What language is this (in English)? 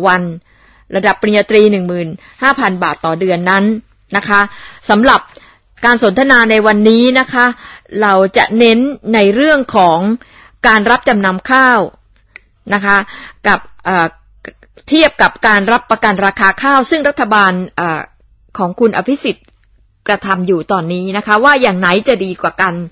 Thai